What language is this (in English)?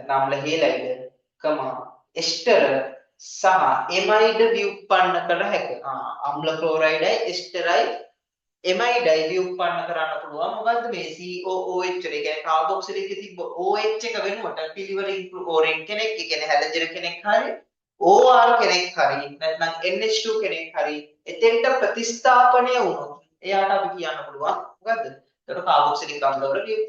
Sinhala